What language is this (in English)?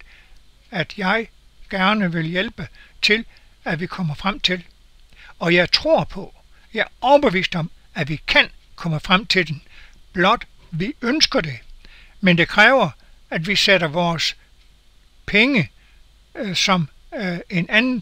Danish